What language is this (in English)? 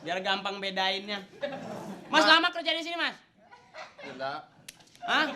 Betawi